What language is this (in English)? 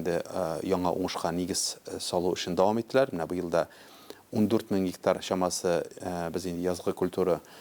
Tatar